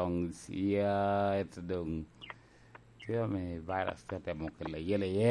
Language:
Lango (Uganda)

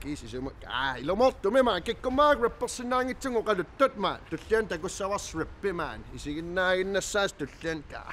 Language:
Kalaallisut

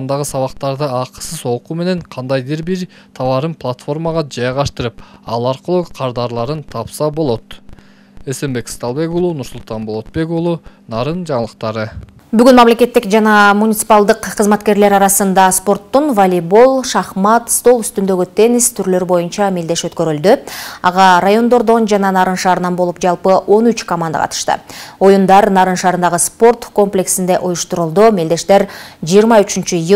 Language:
Kyrgyz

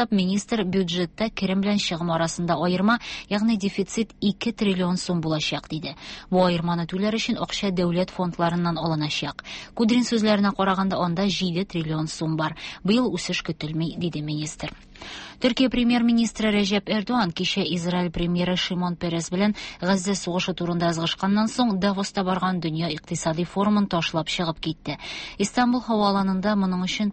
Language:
Tatar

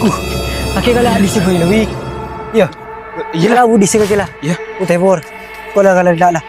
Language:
Madurese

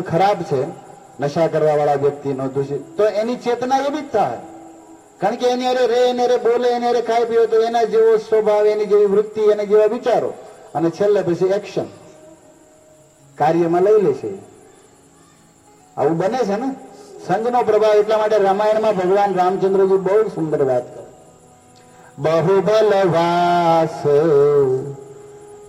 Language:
Gujarati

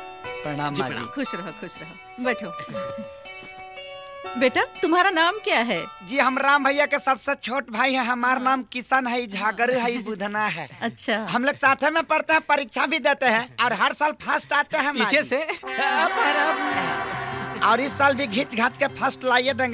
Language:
Bhojpuri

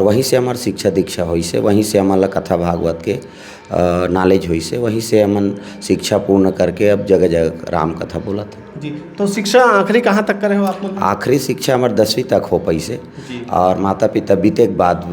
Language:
Chhattisgarhi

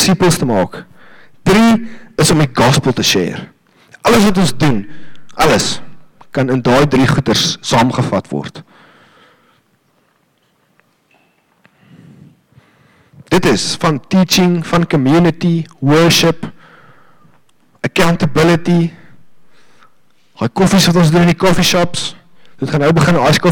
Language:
Afrikaans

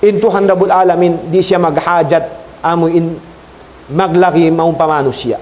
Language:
Tausug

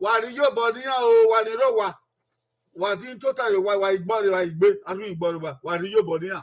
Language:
Bini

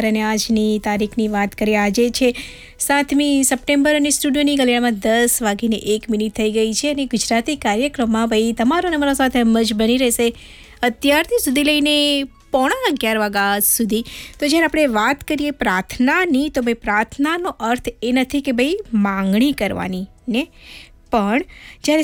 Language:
Gujarati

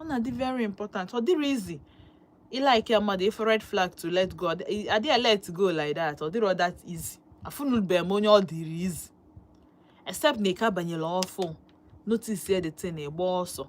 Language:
Igbo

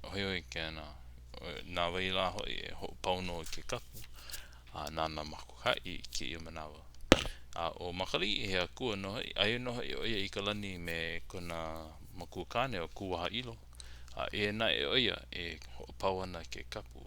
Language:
Hawaiian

